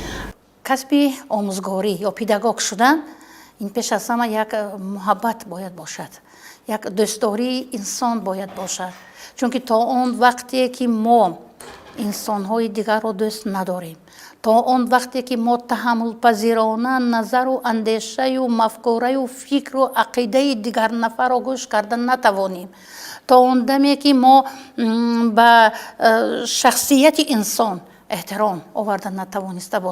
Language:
Tajik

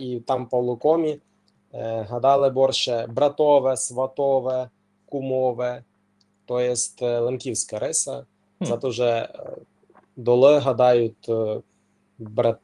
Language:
Rusyn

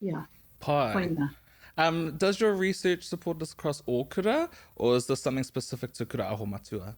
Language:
Māori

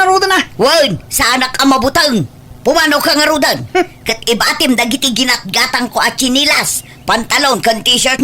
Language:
Iloko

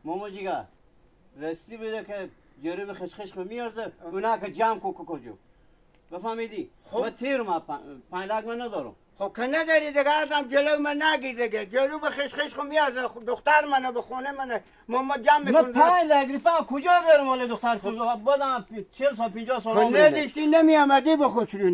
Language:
Hazaragi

